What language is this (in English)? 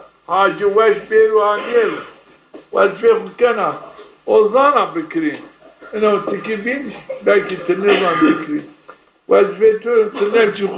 Zaza